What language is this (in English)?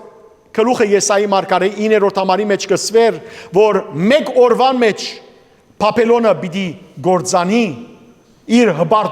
Western Armenian